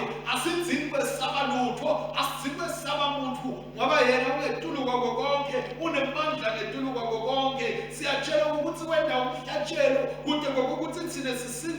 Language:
Swati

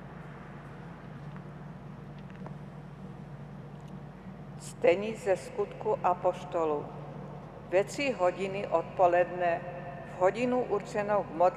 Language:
Czech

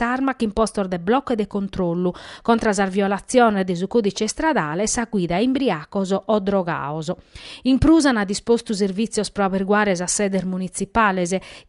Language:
Sardinian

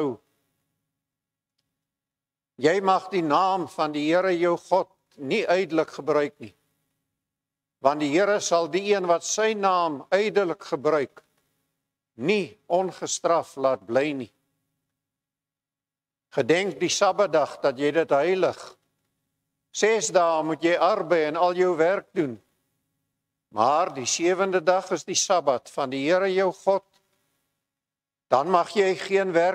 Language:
Afrikaans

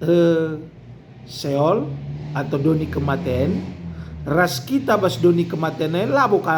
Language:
Batak Karo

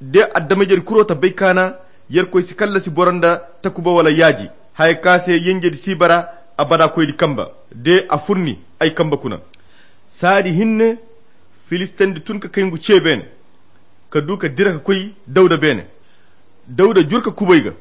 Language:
Koyra Chiini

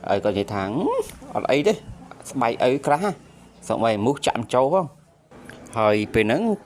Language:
Khmer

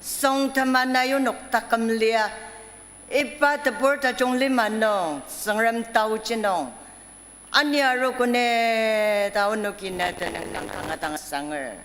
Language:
Ao Naga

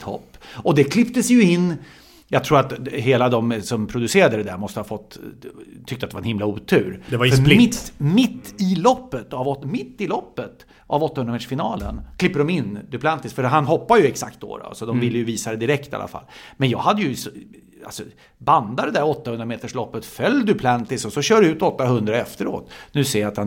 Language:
Swedish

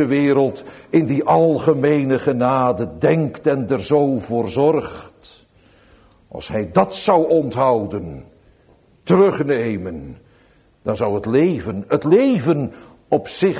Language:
Dutch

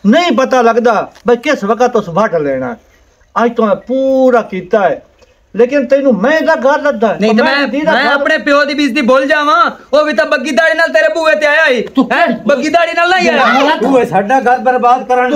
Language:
Punjabi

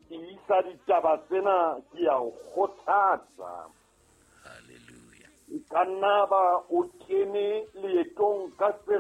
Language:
Southern Sotho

